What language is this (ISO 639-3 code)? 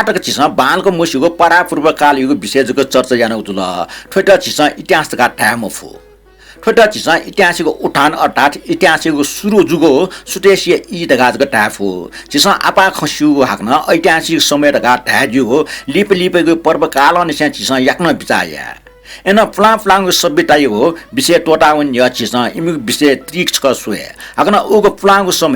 new